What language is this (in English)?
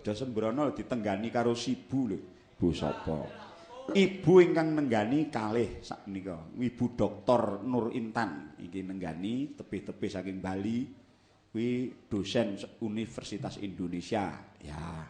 Javanese